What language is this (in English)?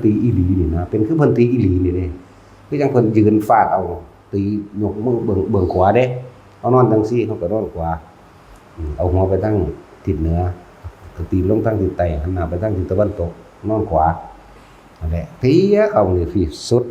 Northeastern Thai